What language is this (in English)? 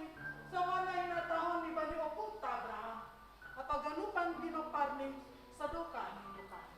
Batak Simalungun